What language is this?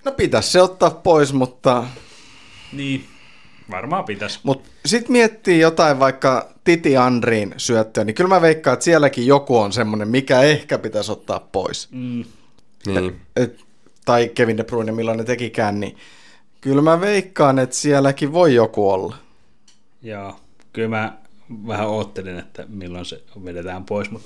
Finnish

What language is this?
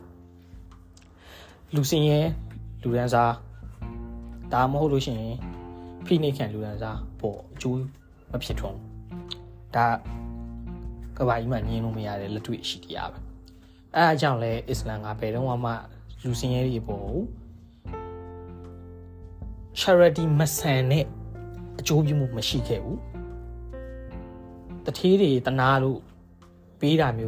Burmese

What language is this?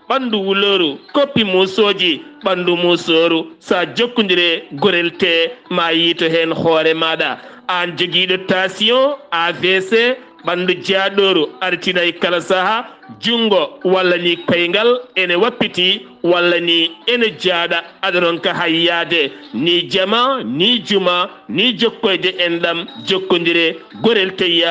Fula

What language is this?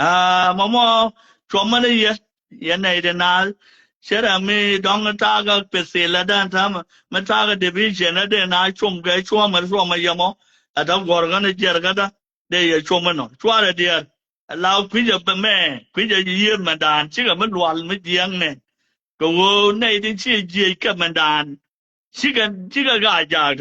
Nuer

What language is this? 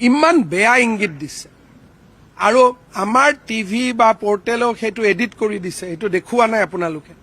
Assamese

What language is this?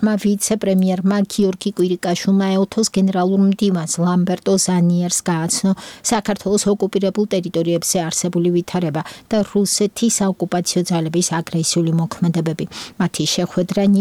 Georgian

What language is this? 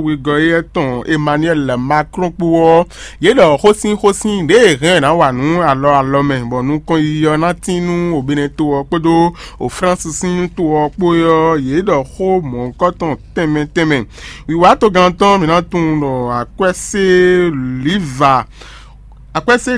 Fon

